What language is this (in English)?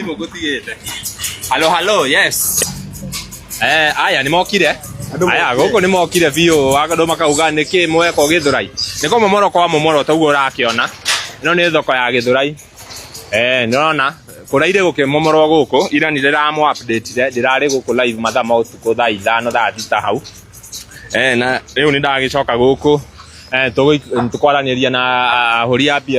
Kikuyu